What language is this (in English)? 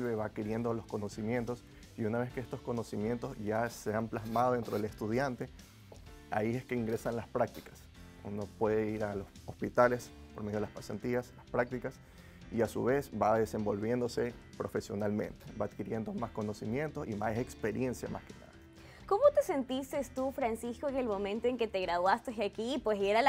Spanish